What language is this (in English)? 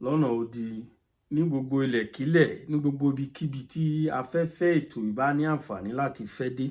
Yoruba